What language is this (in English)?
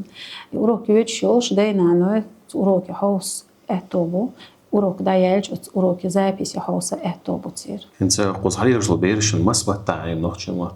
Chechen